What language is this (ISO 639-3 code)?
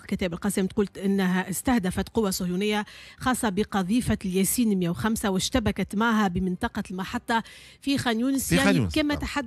aeb